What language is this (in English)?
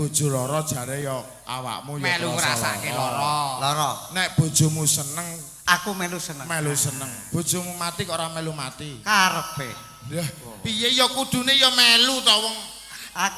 Javanese